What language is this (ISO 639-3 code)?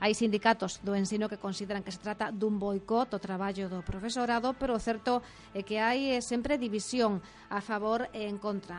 glg